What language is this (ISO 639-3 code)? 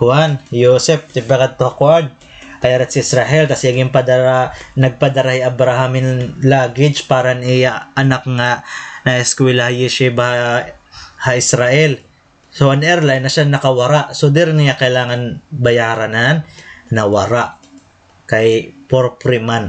war